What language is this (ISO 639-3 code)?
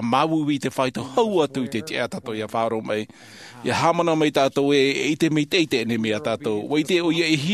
tah